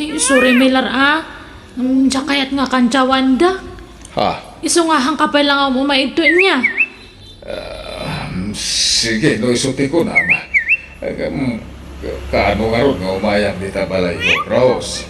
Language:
Iloko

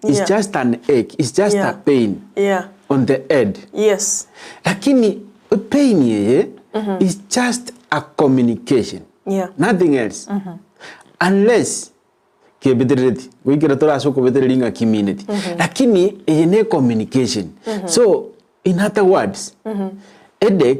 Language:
Gusii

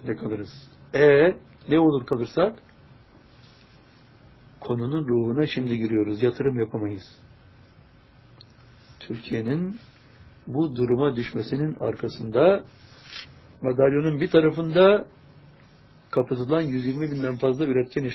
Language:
Turkish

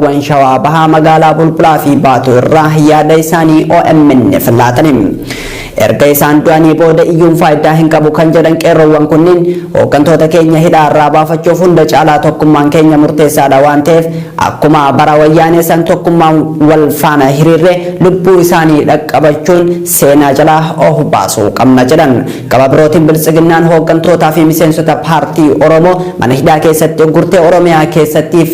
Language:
Oromo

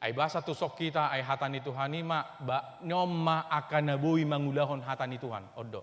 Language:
Batak Toba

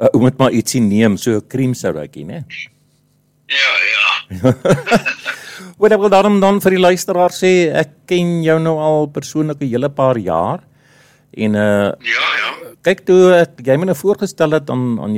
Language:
Afrikaans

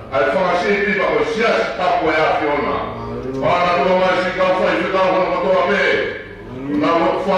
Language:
Tongan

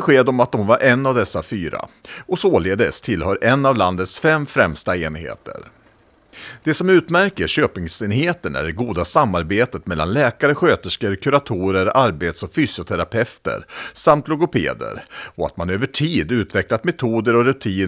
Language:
Swedish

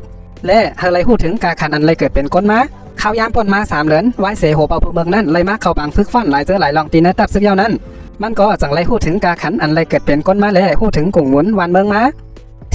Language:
Shan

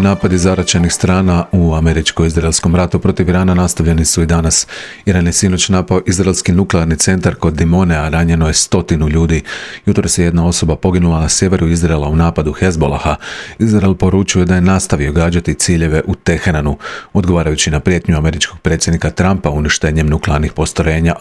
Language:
Croatian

